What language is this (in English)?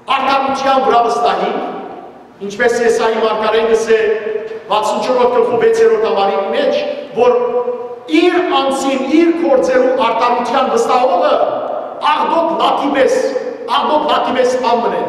Western Armenian